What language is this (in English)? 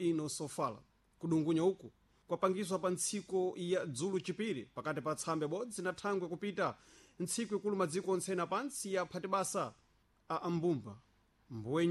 Sena